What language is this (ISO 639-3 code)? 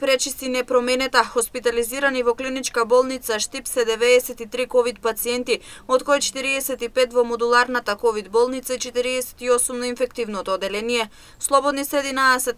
mkd